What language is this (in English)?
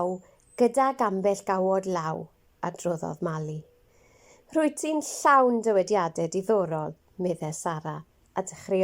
Welsh